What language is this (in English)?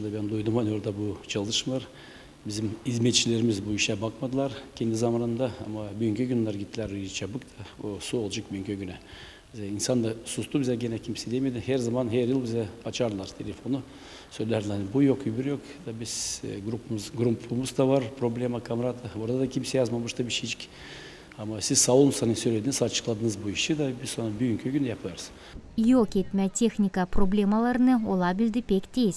Gagauz